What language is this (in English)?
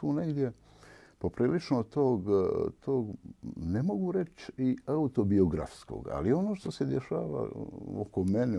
Bosnian